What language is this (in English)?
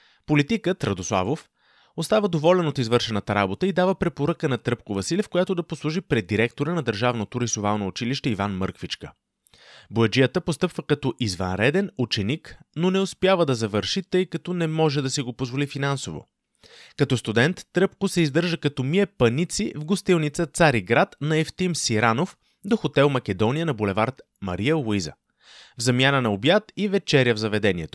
Bulgarian